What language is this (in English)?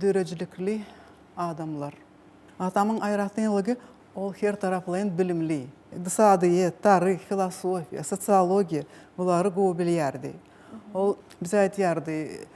Turkmen